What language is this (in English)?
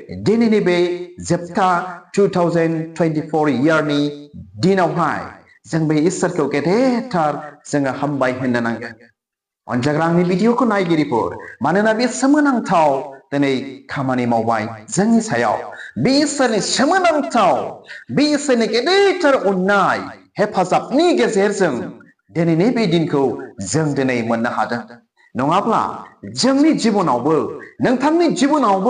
Bodo